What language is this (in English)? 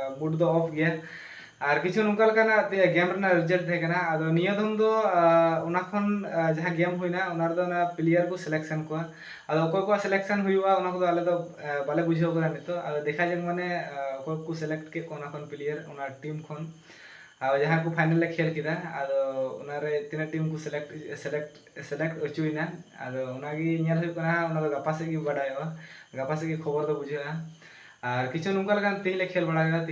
Santali